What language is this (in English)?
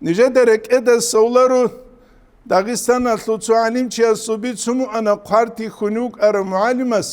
Avaric